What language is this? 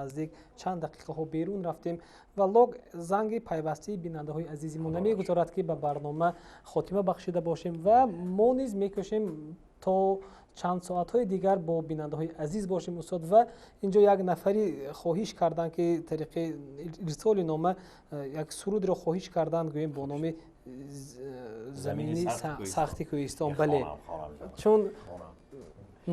Tajik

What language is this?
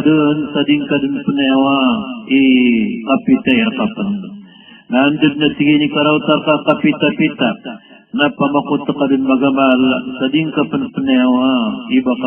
Maranao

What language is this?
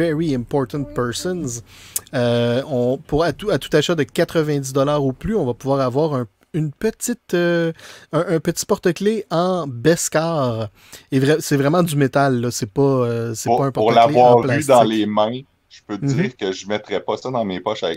French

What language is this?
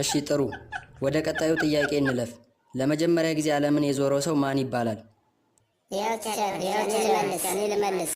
Amharic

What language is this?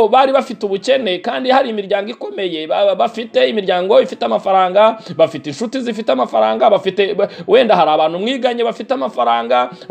Kinyarwanda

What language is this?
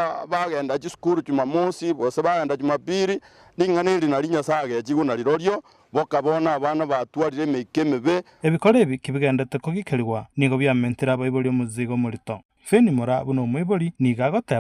Gusii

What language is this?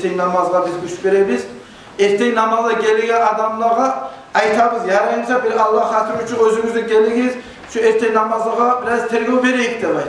Kumyk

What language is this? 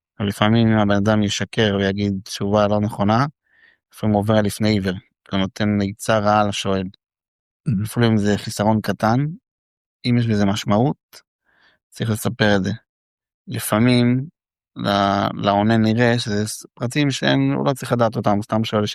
Hebrew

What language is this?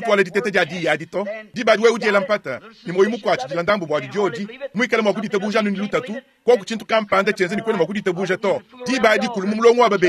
Luba-Lulua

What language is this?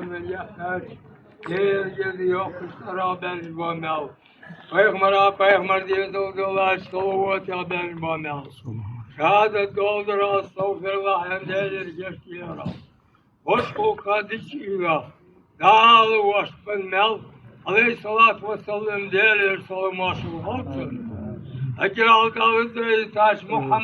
Ingush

